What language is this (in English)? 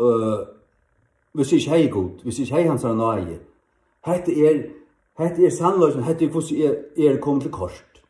Faroese